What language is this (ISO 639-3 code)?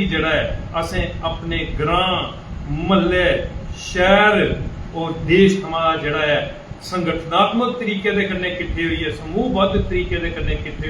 doi